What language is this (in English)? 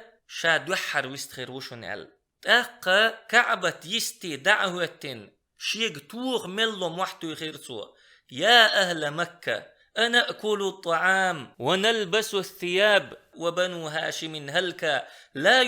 Chechen